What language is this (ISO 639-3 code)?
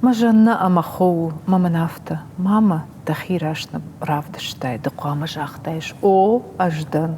oss